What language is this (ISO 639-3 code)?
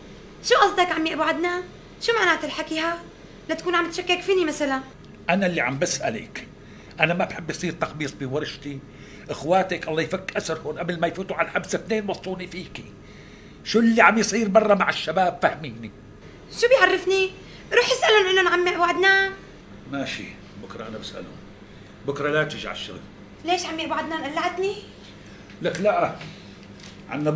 apc